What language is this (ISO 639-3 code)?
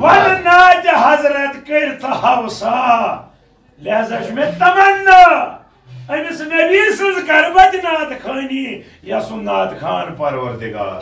kas